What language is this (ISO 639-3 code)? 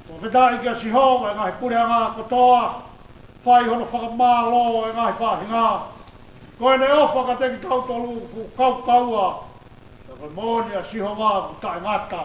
ton